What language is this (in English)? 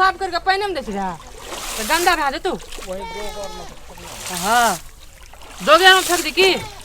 Maithili